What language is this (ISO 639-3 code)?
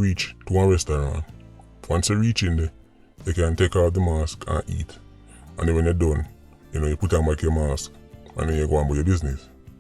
jam